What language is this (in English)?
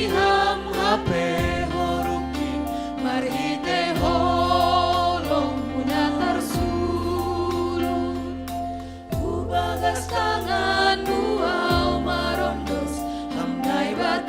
Batak Simalungun